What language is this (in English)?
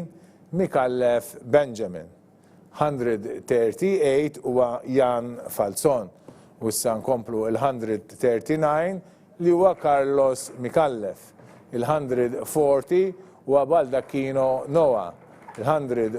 Maltese